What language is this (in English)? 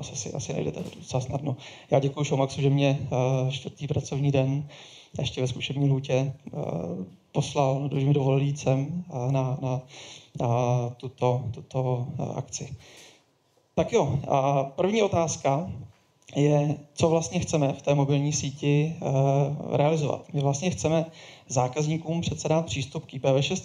Czech